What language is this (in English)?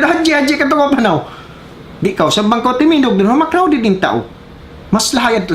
Tausug